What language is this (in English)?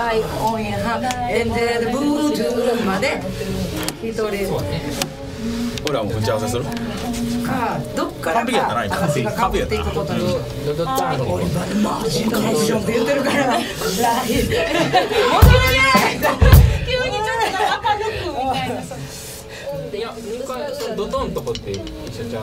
Japanese